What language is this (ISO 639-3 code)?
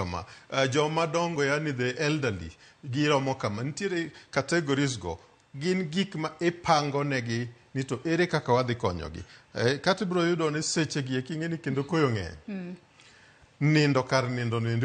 luo